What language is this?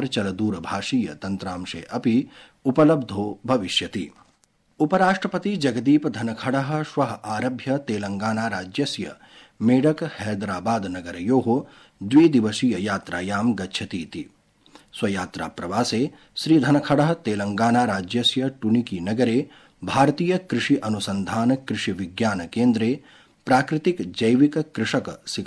Sanskrit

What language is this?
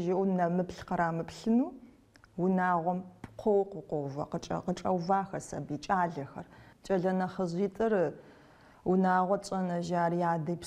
Kabardian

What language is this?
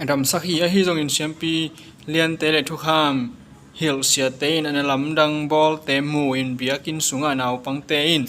Tedim Chin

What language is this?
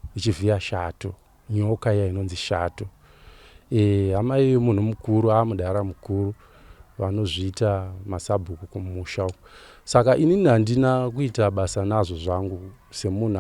Shona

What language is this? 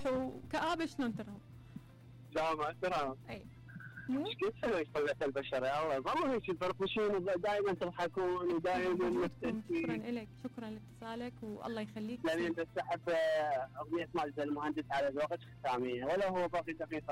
Mesopotamian Arabic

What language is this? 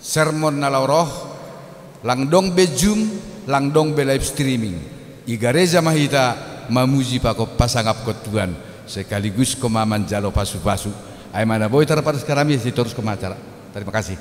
Batak Simalungun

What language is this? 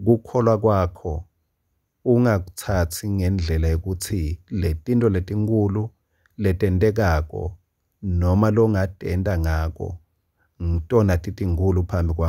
Swati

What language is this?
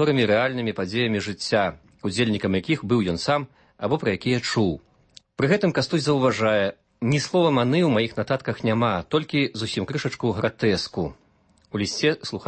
Belarusian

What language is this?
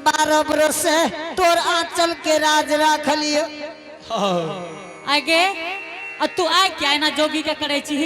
Angika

